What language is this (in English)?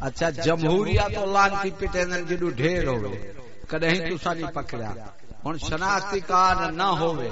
Saraiki